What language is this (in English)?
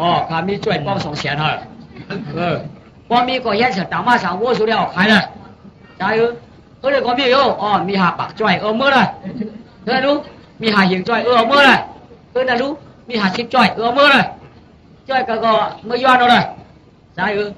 Shan